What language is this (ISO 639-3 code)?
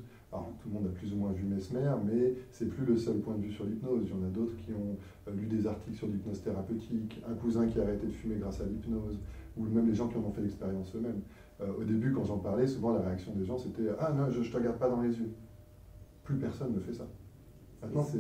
fra